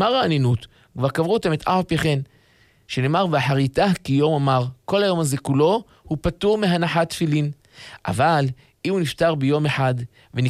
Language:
Hebrew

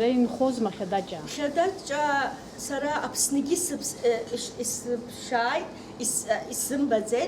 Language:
Abkhazian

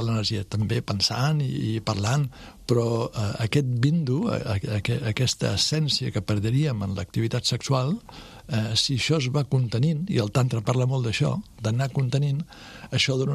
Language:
Catalan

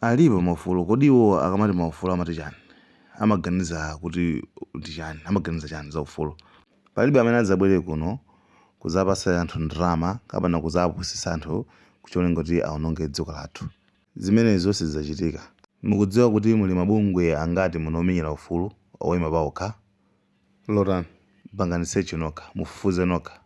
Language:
Nyanja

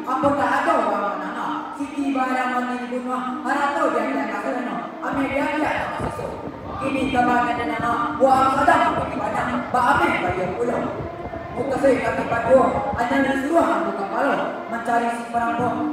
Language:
Minangkabau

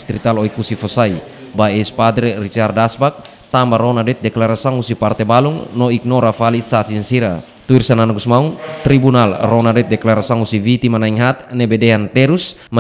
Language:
Tetum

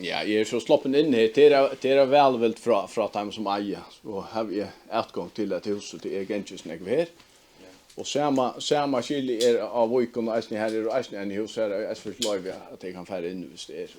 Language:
Faroese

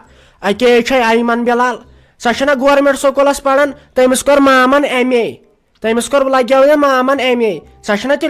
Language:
Kashmiri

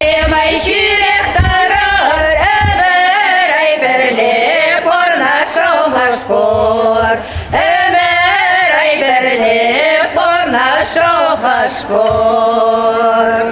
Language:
Chuvash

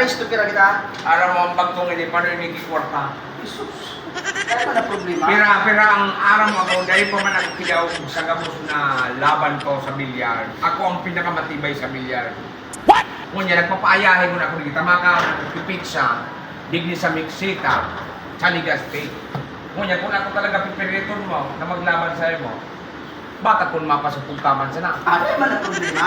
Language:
Bikol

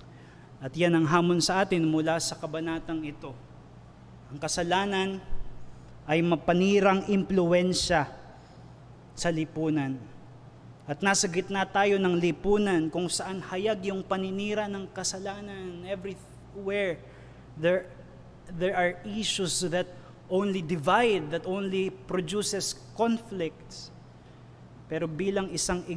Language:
Filipino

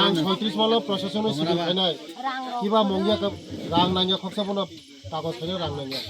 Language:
Kok Borok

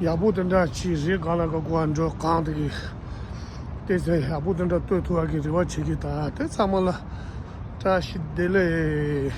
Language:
Tibetan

